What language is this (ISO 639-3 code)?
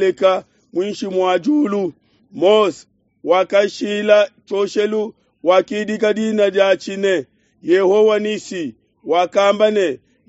lua